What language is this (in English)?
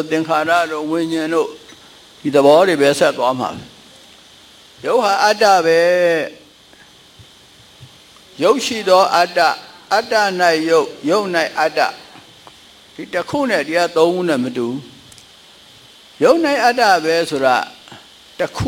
Burmese